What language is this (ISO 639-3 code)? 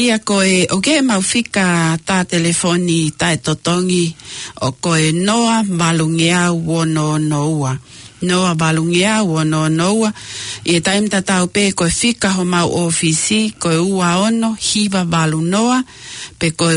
ton